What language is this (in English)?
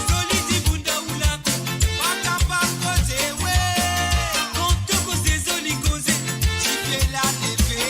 Morisyen